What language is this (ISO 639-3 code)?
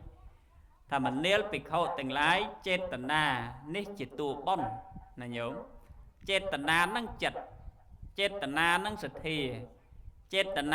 khm